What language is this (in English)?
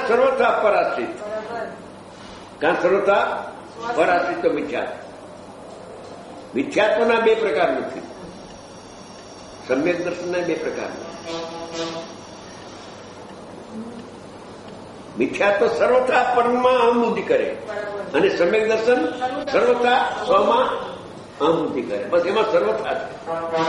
Gujarati